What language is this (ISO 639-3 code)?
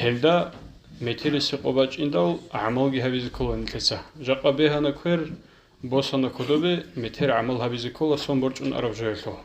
ava